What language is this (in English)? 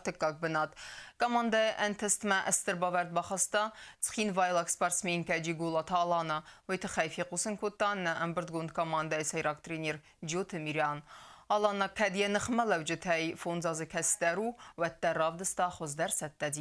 Ossetic